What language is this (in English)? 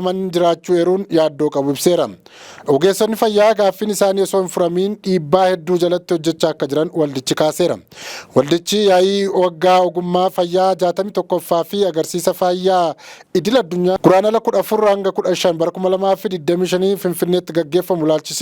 Oromo